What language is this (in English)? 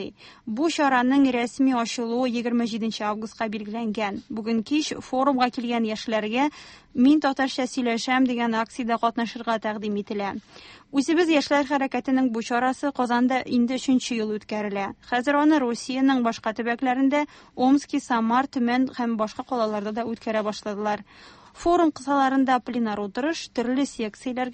Tatar